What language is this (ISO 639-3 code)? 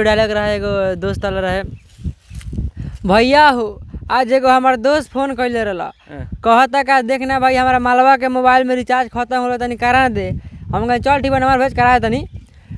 bho